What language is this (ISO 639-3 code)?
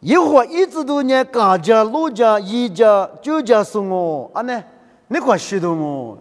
lis